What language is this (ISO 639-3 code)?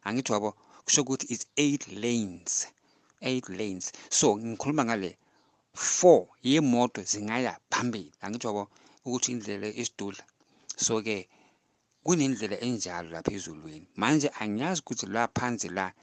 zul